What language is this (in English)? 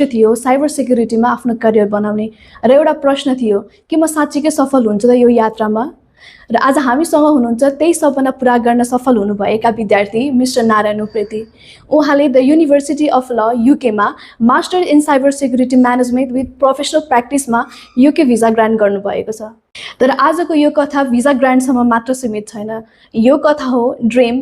Nepali